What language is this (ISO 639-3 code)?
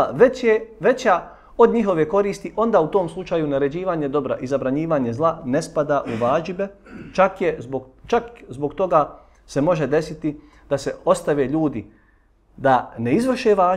bos